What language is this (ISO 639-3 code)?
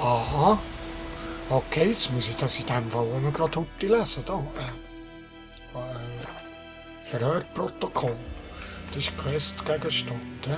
gsw